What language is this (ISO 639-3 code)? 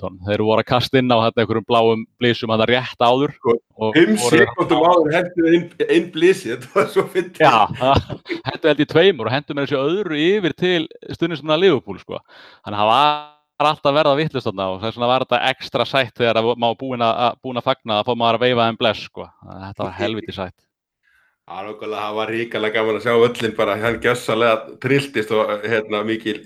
isl